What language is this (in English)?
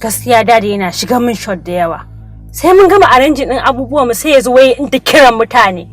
Hausa